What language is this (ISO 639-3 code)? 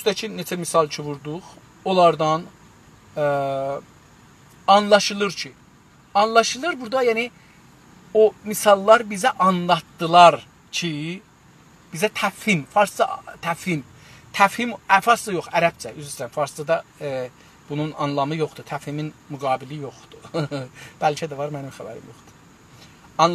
azb